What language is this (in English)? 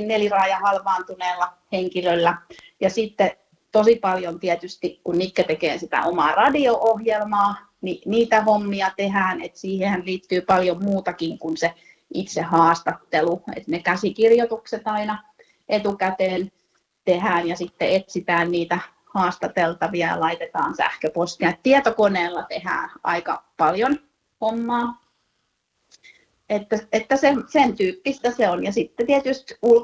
Finnish